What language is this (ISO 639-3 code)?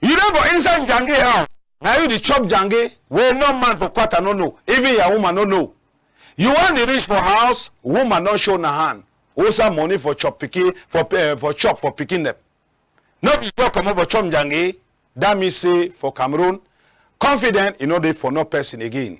wes